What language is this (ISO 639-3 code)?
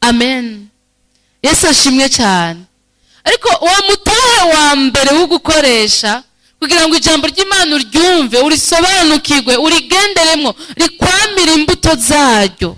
run